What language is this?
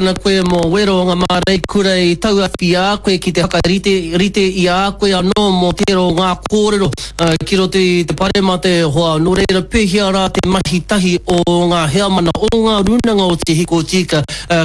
Māori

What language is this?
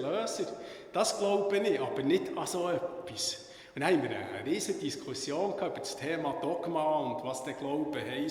Swiss German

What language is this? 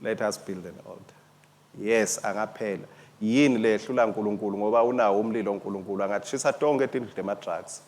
Swati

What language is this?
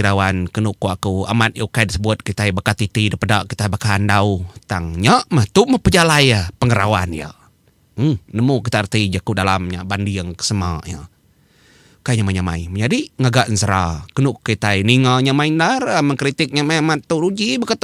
Iban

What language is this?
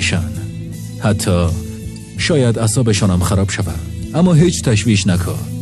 Tajik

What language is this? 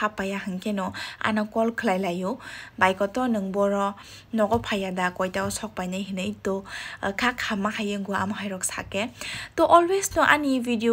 Kok Borok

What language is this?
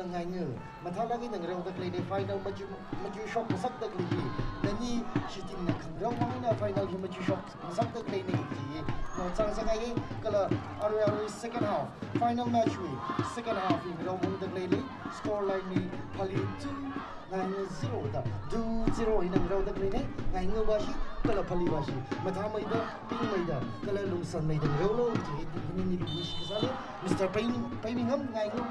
Tangkhul Naga (India)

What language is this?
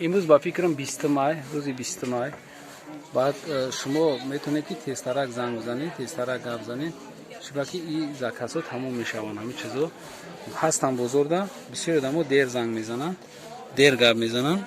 Tajik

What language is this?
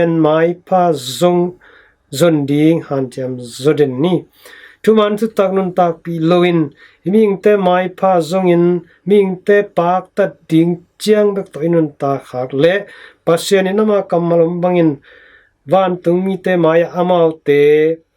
Tedim Chin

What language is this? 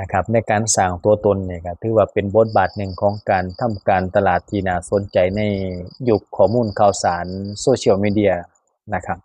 Lao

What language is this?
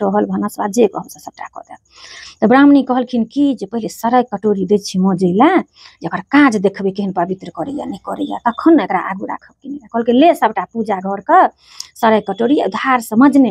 Maithili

